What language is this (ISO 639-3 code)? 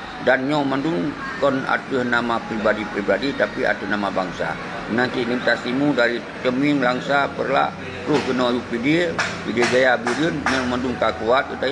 ace